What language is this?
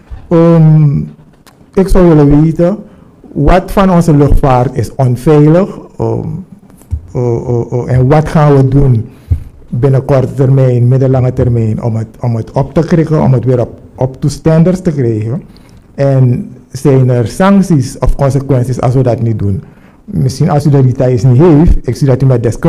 Dutch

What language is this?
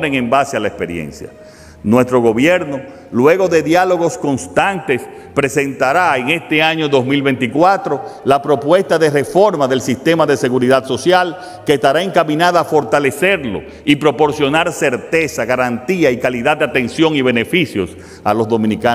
Spanish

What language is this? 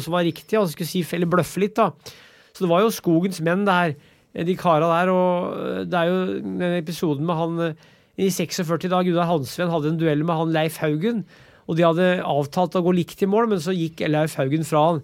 Norwegian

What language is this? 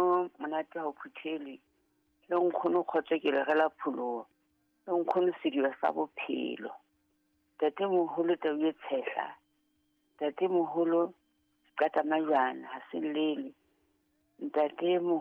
Southern Sotho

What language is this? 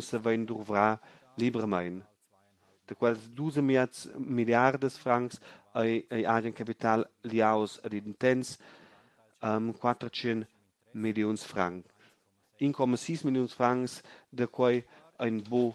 Romansh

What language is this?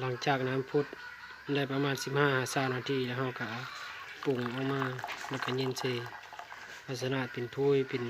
Lao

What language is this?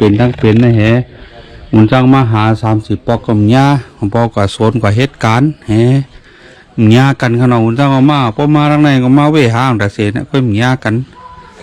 Shan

